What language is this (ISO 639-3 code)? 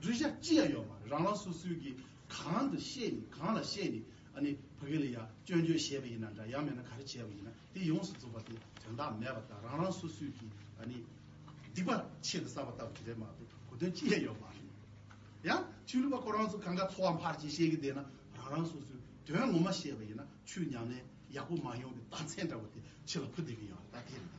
bod